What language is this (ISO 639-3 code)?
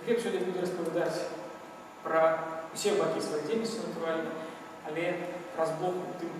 bel